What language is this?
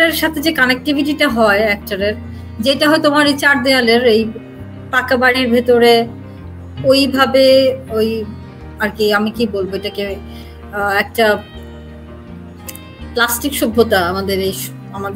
Bangla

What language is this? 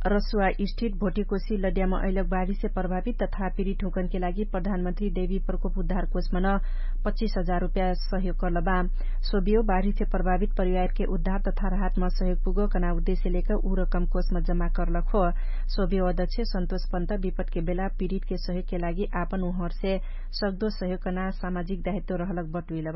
Dangaura Tharu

